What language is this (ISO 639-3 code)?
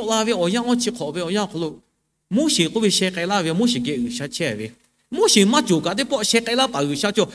lhu